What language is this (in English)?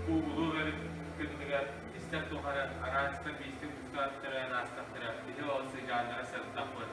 Yakut